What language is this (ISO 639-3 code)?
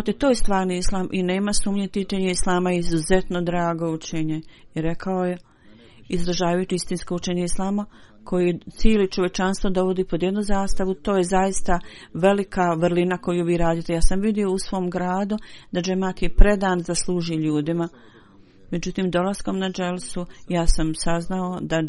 bos